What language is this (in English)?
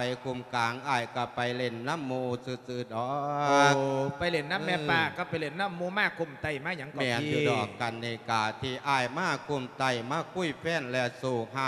Lao